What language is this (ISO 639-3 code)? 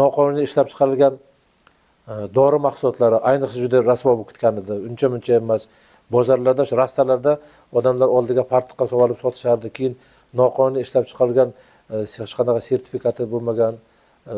uzb